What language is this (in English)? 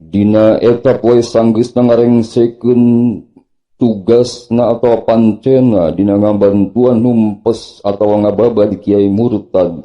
Sundanese